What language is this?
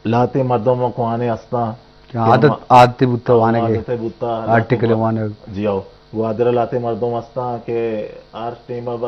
Eastern Balochi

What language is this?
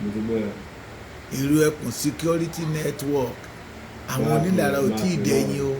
Yoruba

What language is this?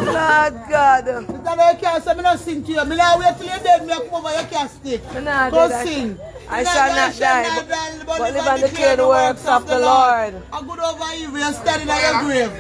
Jamaican Creole English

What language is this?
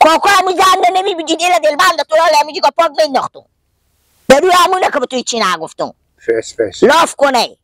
Persian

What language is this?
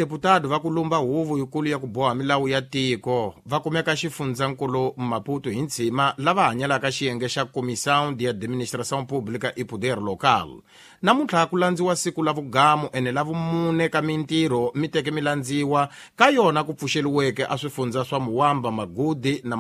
Tsonga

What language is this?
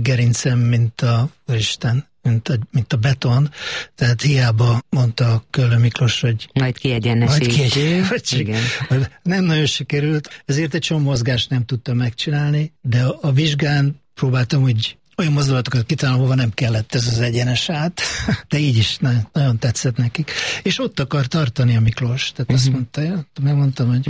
Hungarian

